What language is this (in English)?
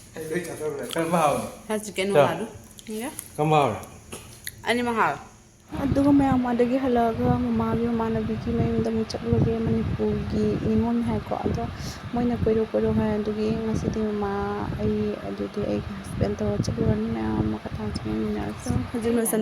Manipuri